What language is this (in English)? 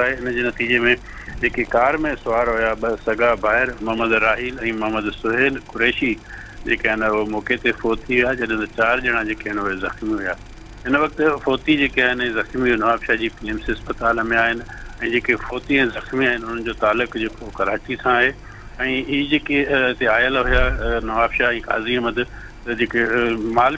Sindhi